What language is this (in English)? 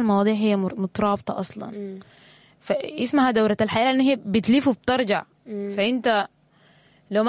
Sudanese Arabic